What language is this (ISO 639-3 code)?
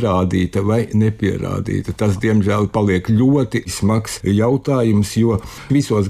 lav